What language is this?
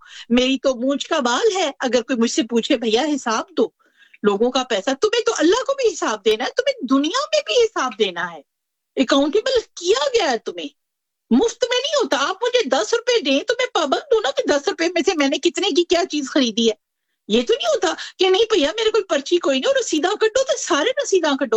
Urdu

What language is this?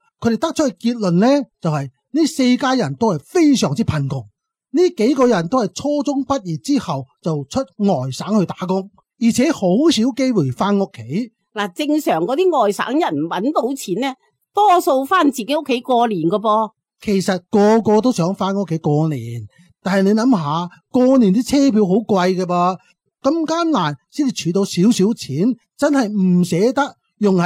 Cantonese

